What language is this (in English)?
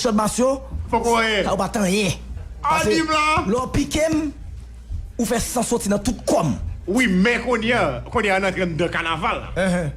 Haitian Creole